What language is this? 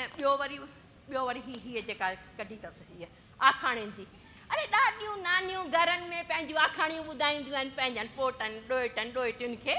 Sindhi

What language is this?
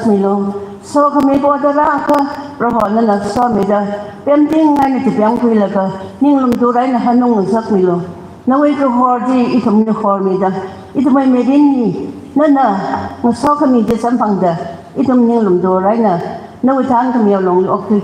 Tangkhul Naga (India)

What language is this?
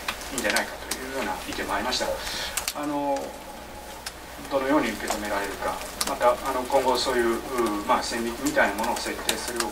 Japanese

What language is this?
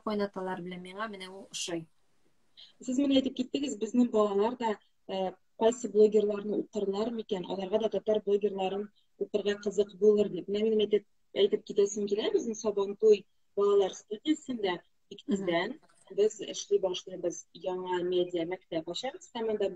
Tatar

